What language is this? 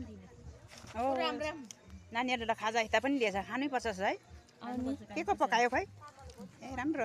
Nepali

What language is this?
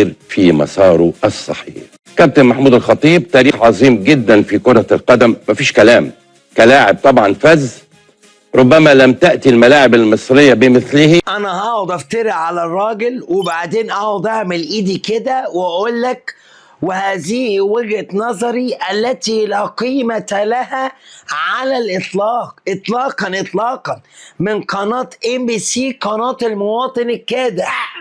Egyptian Arabic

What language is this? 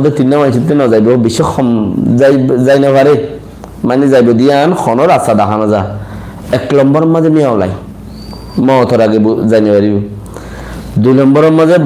Rohingya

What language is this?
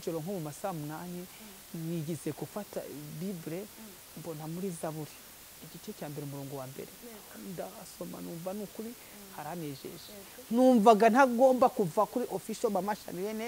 Kinyarwanda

